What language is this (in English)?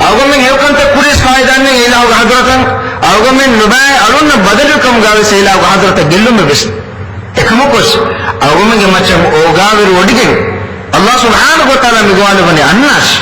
Divehi